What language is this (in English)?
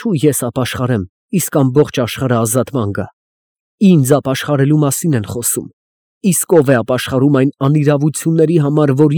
Armenian